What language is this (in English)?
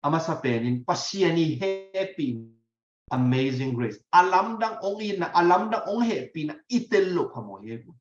Tedim Chin